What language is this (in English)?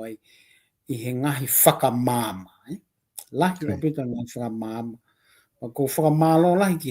Tongan